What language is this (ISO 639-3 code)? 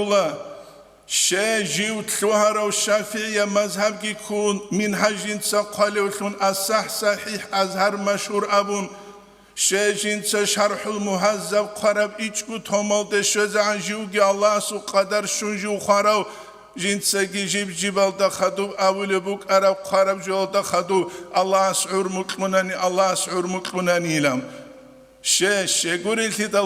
ava